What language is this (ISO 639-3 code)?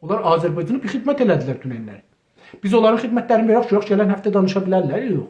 azb